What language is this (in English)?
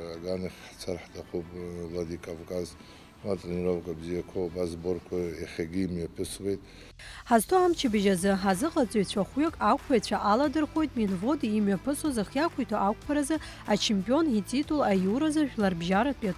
Abkhazian